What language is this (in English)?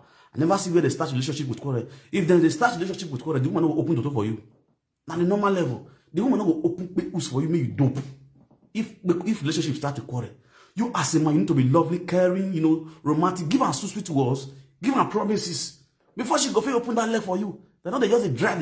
Nigerian Pidgin